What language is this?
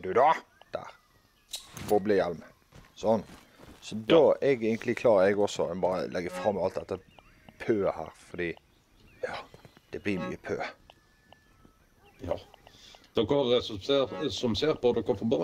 Norwegian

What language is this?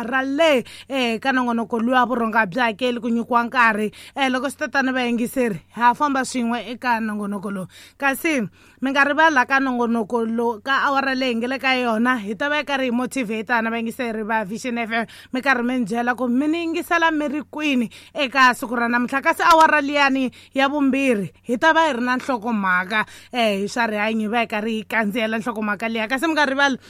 Tsonga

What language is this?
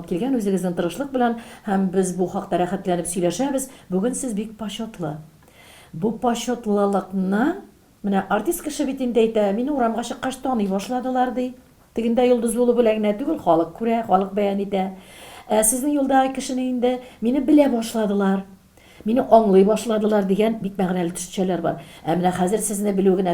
Tatar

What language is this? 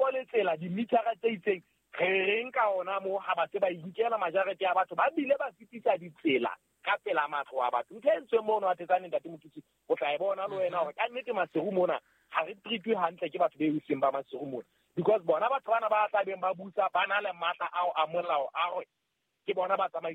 Southern Sotho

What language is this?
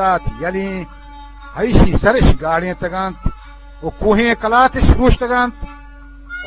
Eastern Balochi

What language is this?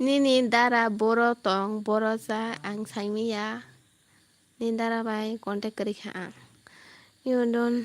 Kok Borok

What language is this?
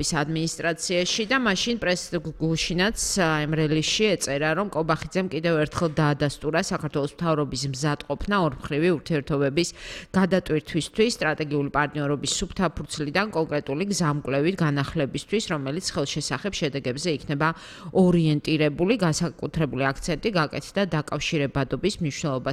Georgian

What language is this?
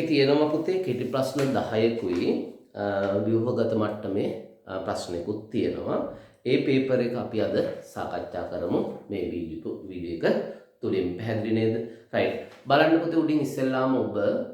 Sinhala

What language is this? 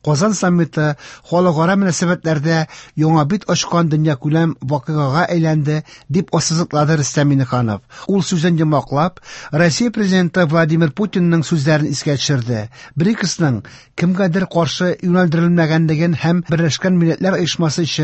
Tatar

